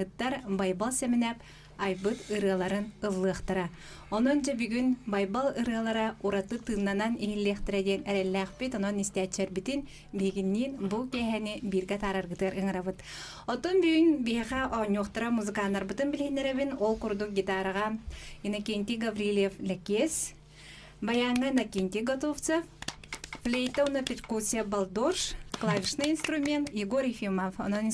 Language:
Yakut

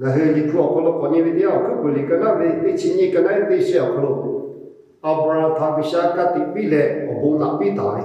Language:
Lahu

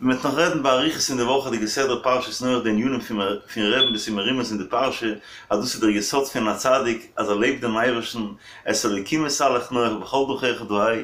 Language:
Yiddish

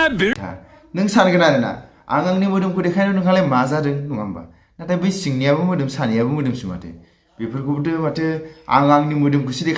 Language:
Bodo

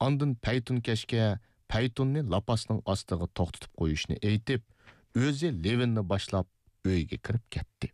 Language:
Uyghur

